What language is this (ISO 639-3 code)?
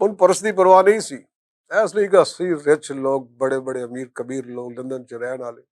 lah